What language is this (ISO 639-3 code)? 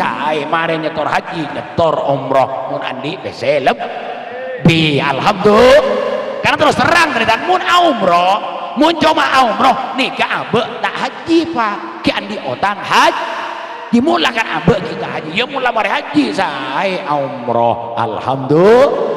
mad